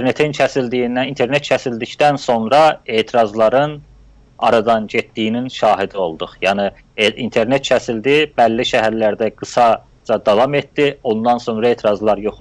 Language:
South Azerbaijani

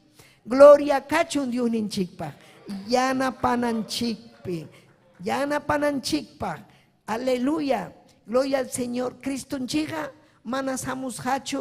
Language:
Ayacucho Quechua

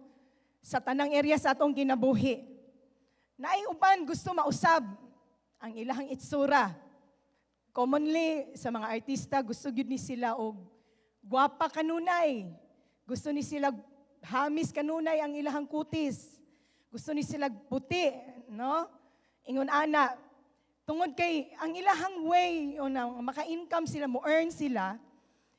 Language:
Cebuano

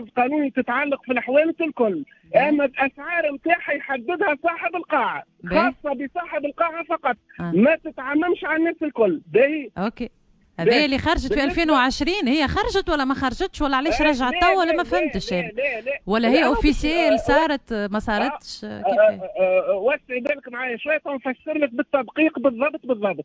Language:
Tunisian Arabic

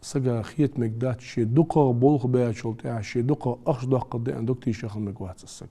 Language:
Ingush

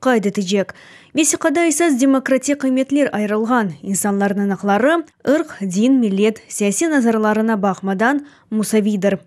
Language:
Crimean Tatar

